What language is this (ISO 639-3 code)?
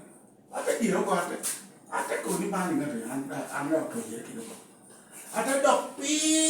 laj